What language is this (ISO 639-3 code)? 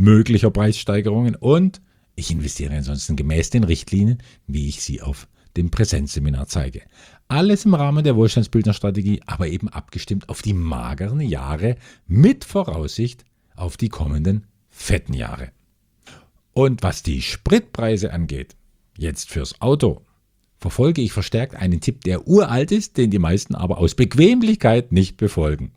deu